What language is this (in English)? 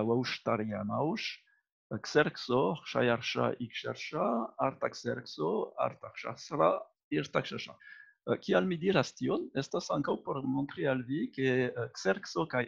Esperanto